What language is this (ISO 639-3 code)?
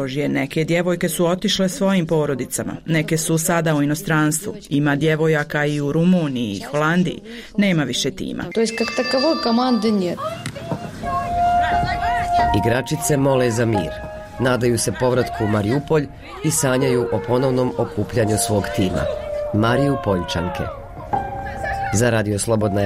bos